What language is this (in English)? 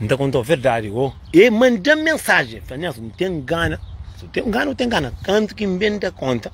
Kabuverdianu